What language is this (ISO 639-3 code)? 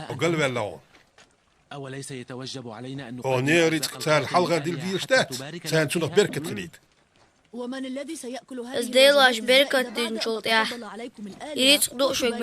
che